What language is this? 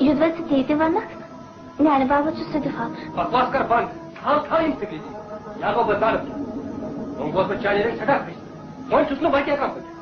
Kashmiri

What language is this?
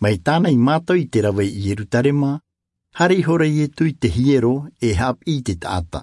Tahitian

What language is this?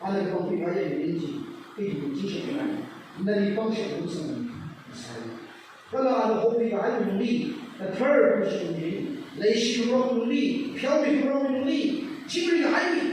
Tangkhul Naga (India)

